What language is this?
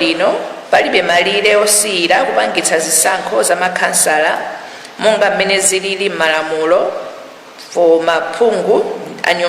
Nyanja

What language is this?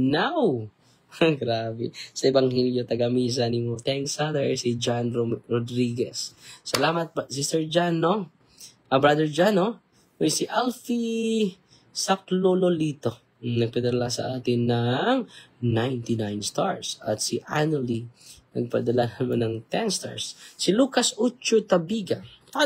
Filipino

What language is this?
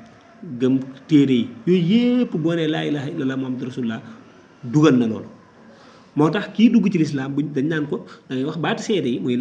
Wolof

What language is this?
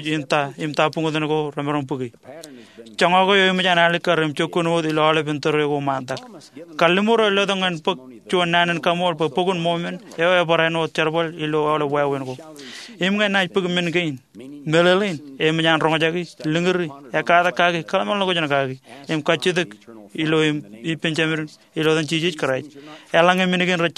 Marshallese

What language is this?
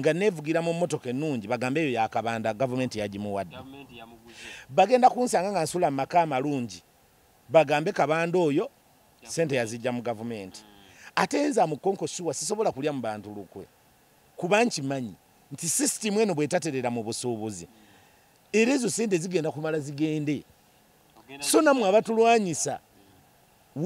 Ganda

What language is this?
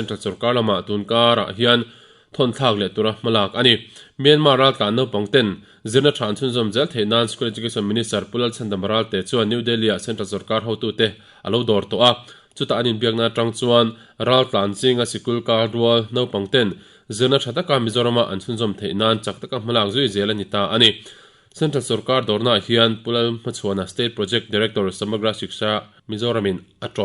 Mizo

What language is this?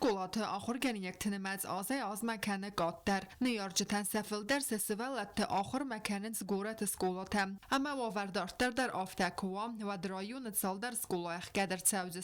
Ossetic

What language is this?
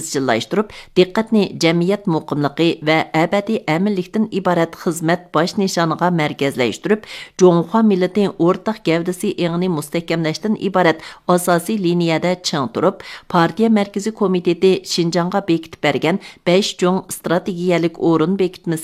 Uyghur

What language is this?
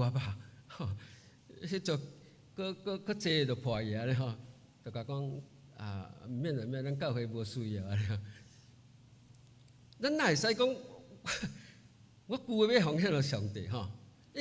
Min Nan Chinese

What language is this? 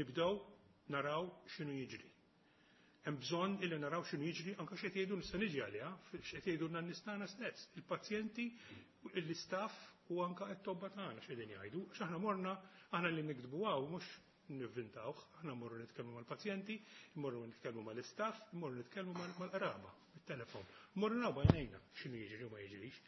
Maltese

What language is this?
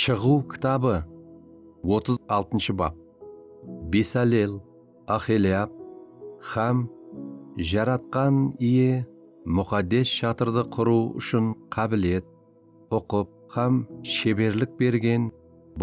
Kara-Kalpak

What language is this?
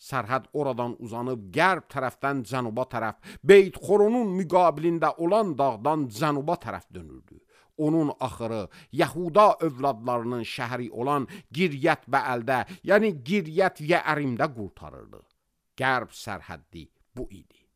Azerbaijani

